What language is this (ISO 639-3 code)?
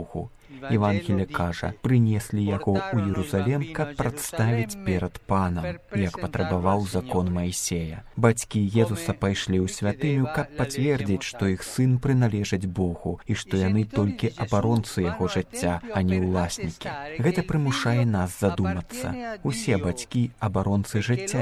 bel